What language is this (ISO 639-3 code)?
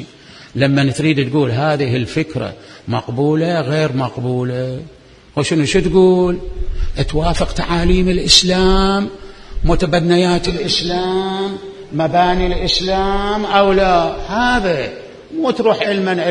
acm